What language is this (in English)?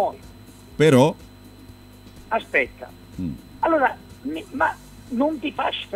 Italian